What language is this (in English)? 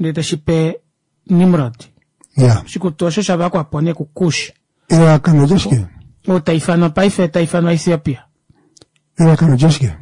Kuanyama